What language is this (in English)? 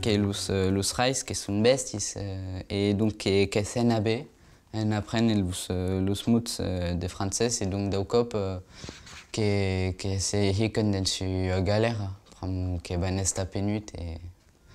Occitan